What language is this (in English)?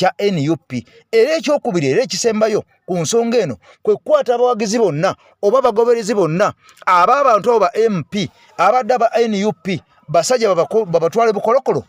Ganda